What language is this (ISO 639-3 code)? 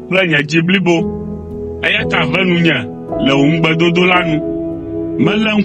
ewe